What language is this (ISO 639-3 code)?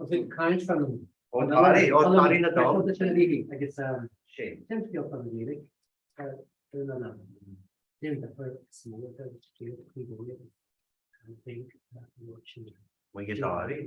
gle